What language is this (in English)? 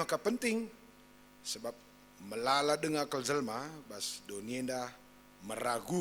Batak Karo